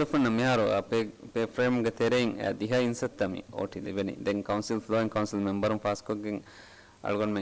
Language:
Divehi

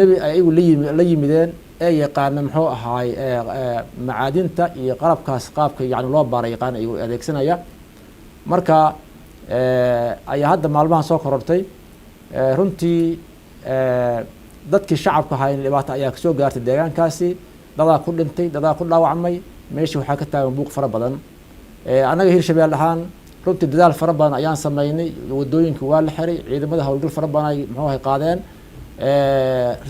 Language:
Somali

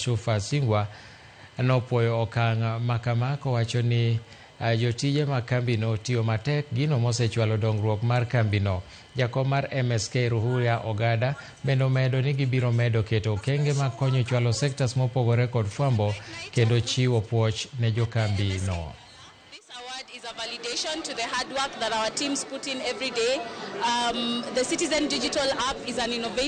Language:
Luo (Kenya and Tanzania)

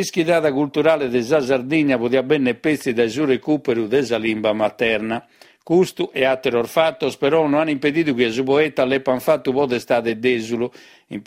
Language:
Sardinian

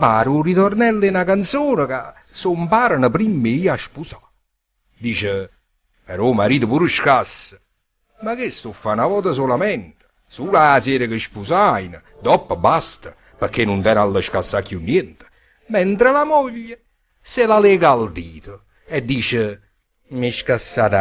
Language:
Neapolitan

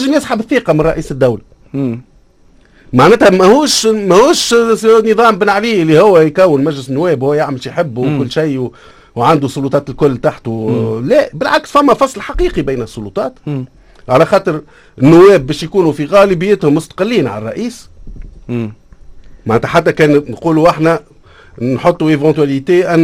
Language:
Tunisian Arabic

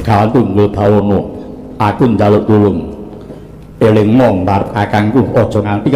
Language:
Javanese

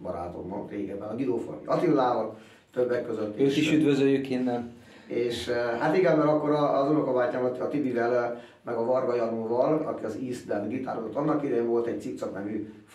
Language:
Hungarian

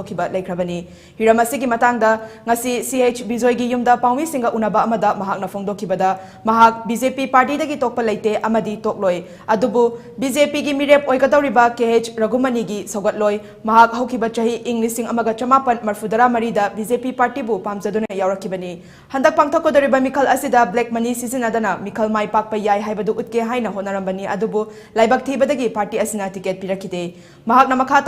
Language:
Manipuri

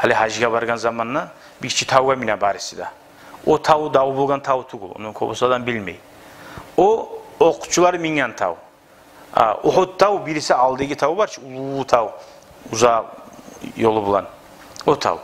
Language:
Kumyk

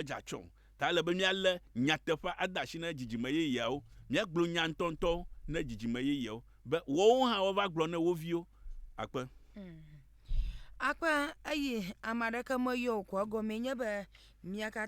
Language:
Ewe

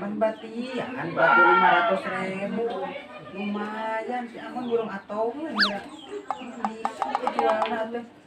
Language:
Sundanese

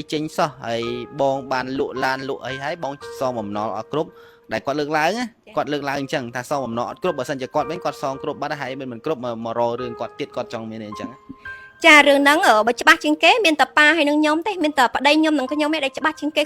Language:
Khmer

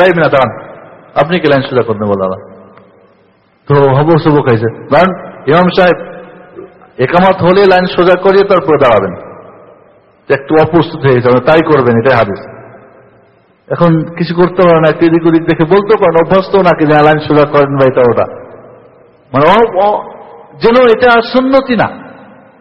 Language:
Bangla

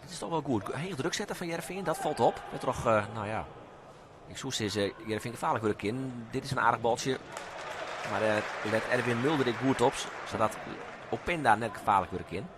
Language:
Western Frisian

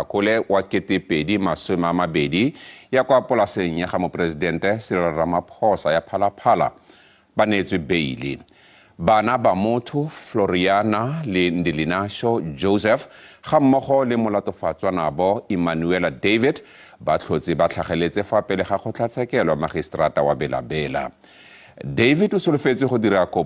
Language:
Tswana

